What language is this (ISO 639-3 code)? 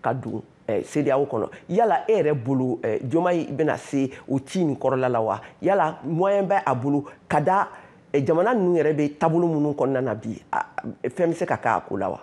bam